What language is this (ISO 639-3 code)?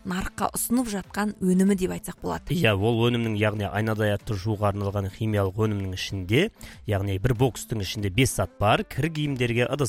kaz